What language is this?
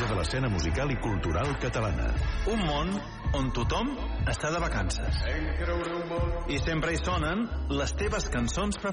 Catalan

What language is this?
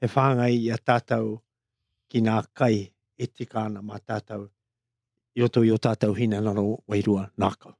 Māori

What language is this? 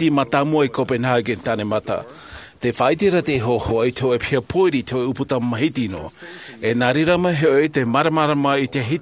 Tahitian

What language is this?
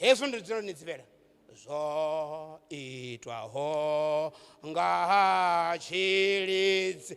Venda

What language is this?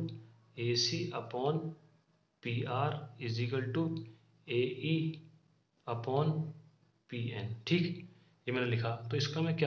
Hindi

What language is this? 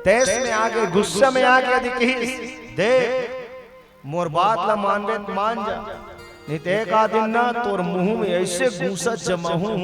Chhattisgarhi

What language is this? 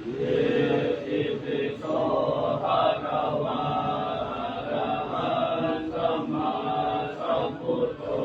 Pali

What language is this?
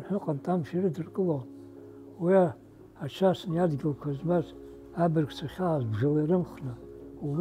Abkhazian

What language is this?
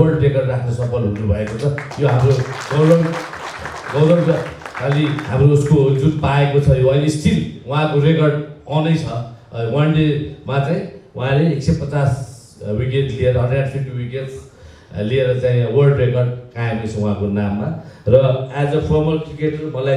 Nepali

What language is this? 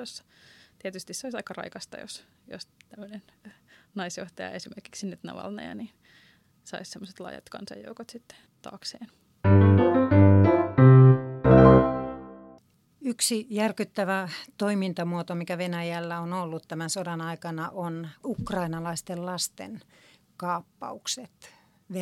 Finnish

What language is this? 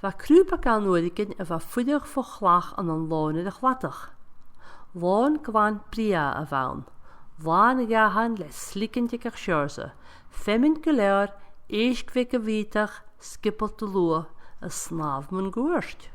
Scottish Gaelic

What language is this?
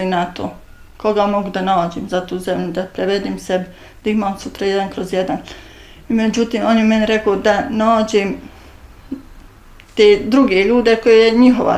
Bosnian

